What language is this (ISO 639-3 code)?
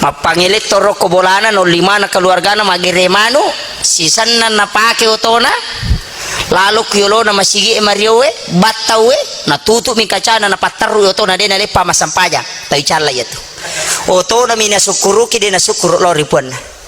bug